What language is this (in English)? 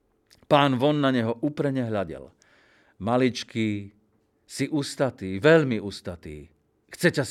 Slovak